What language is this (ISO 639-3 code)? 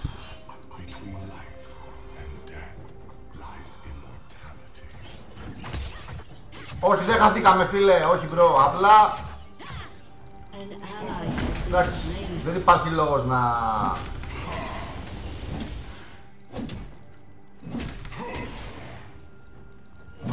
ell